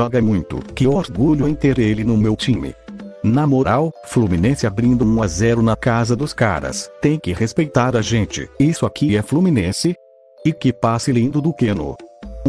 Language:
Portuguese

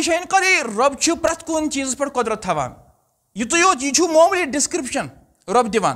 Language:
Kashmiri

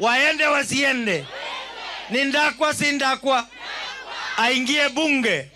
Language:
Swahili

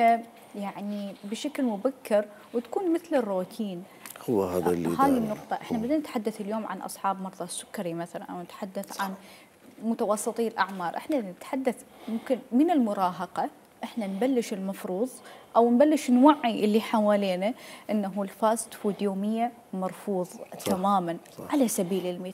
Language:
Mesopotamian Arabic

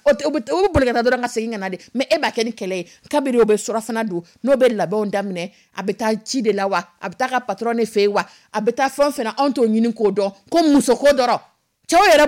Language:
Dyula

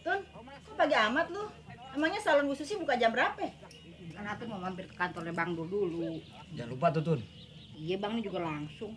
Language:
Betawi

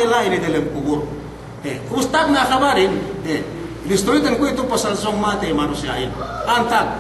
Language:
Yakan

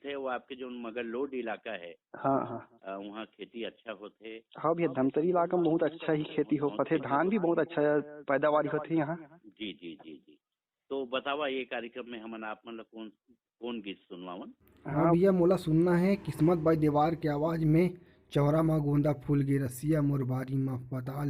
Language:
Chhattisgarhi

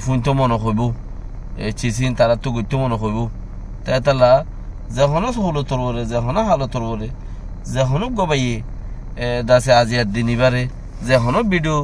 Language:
Rohingya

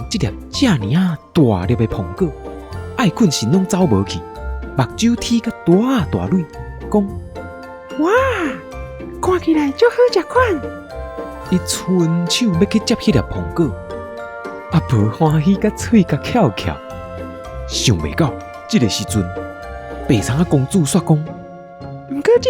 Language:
Min Nan Chinese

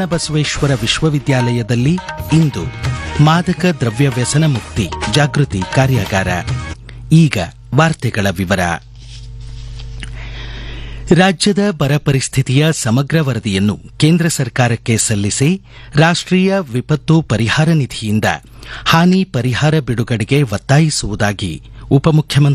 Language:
Kannada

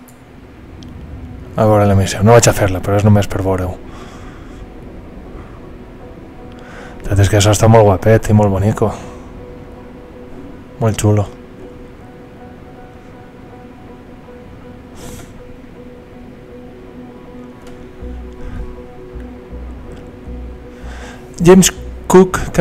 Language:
Catalan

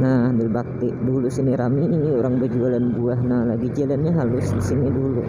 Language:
Banjar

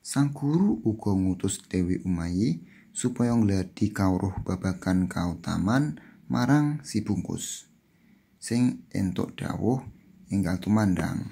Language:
Javanese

